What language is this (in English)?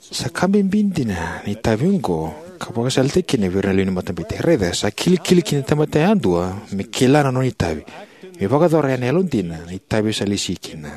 Fijian